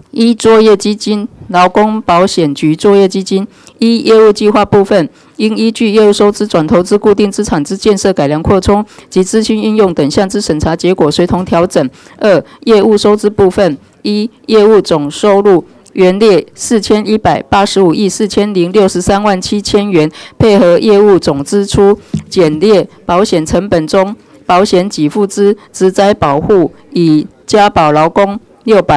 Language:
Chinese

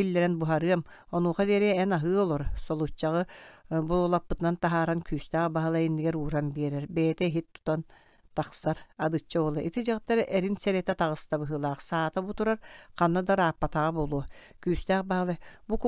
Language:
Yakut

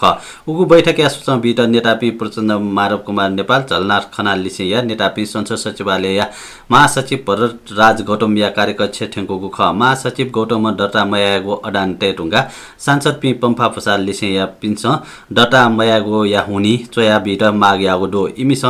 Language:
Newari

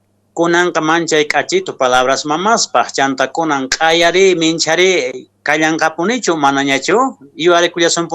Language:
Quechua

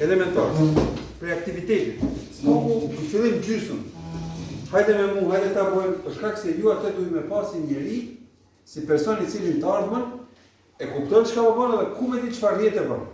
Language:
Albanian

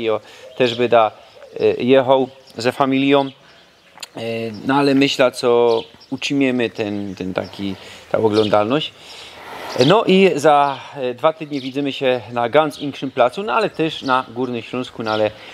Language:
Silesian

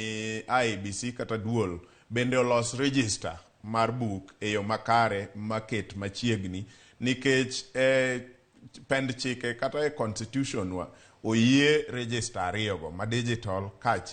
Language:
Luo (Kenya and Tanzania)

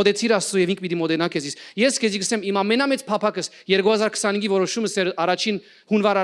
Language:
Western Armenian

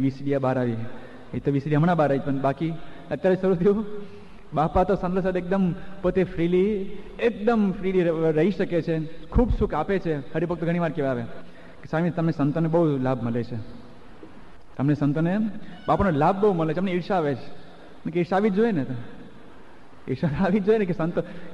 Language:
Gujarati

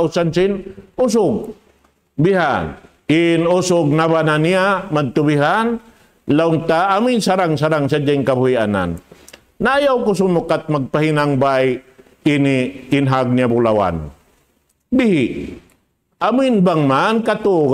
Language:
Tausug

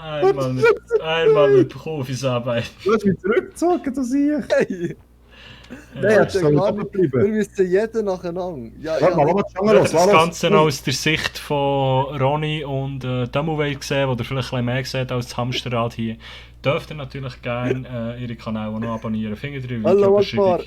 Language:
Swiss German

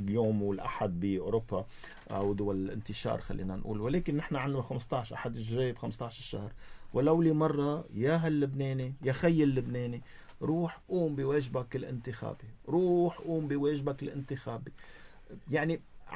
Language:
North Levantine Arabic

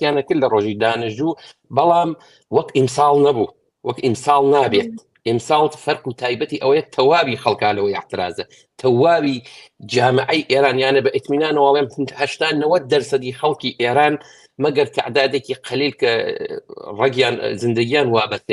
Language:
Central Kurdish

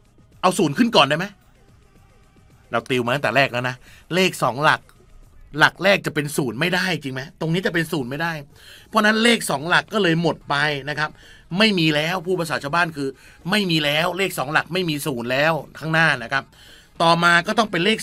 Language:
Thai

